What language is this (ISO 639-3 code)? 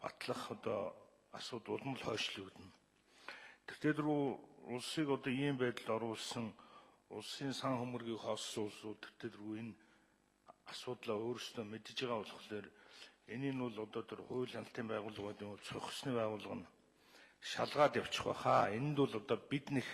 mon